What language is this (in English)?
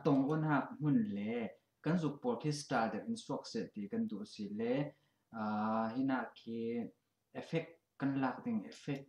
Falam Chin